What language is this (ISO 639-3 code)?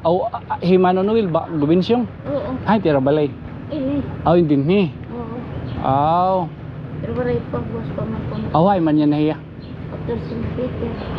war